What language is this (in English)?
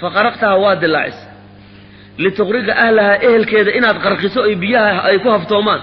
Somali